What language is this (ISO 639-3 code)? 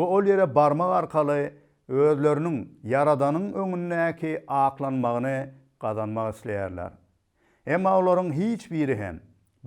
tuk